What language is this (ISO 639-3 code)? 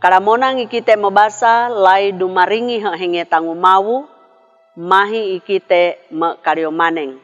sxn